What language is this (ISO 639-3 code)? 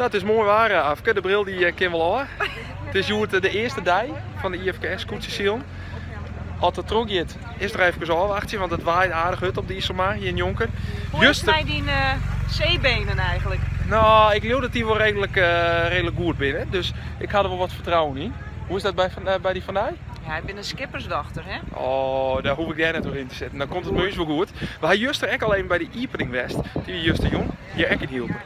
fry